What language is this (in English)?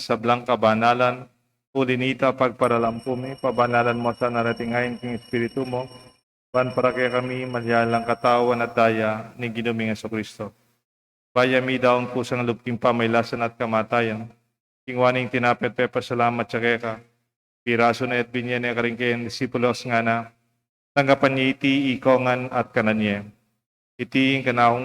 Pampanga